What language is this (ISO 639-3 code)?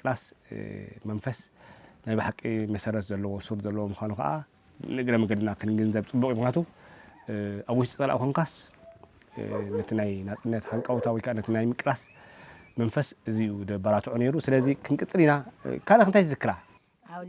tir